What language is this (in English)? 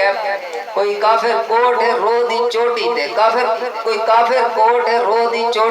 Saraiki